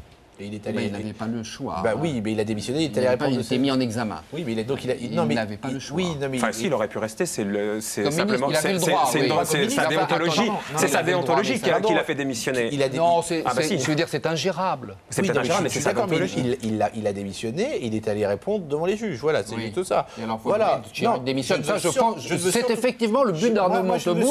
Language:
French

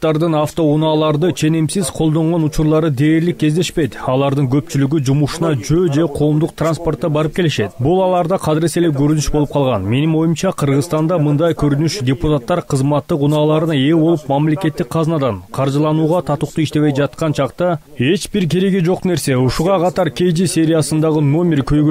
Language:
Kyrgyz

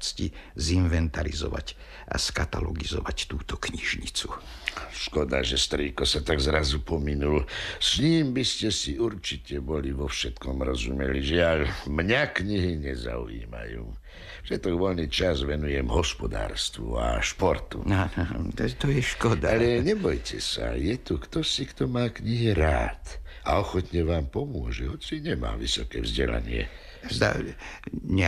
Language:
Slovak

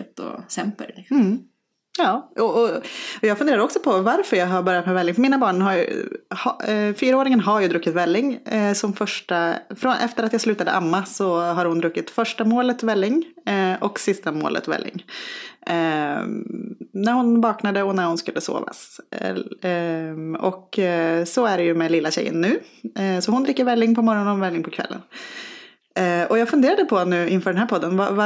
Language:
Swedish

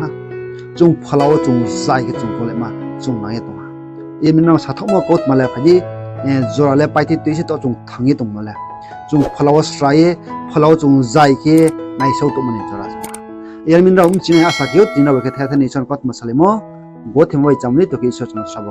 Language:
Riang (India)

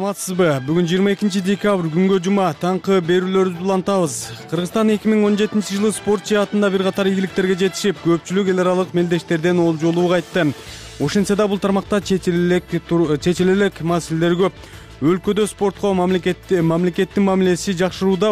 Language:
Kyrgyz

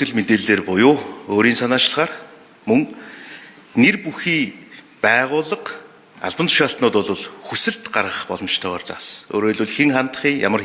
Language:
Mongolian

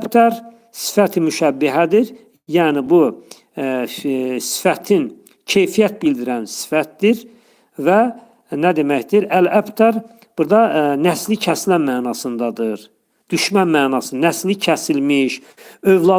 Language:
Azerbaijani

